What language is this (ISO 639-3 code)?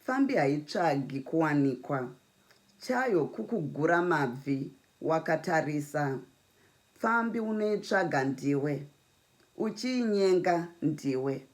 sna